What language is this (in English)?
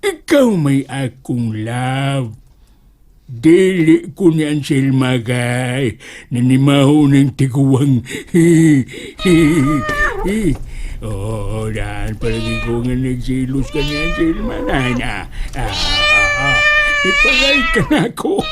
Cebuano